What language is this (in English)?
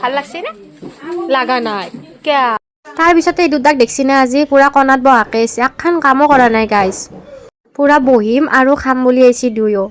Assamese